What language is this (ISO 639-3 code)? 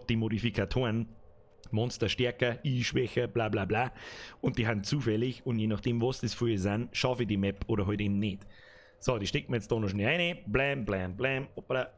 bar